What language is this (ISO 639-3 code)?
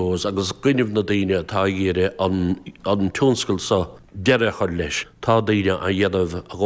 gle